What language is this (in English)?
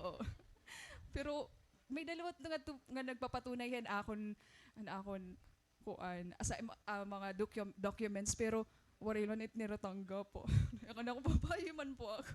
Waray